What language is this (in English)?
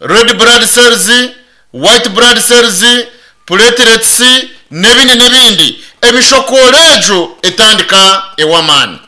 Nyankole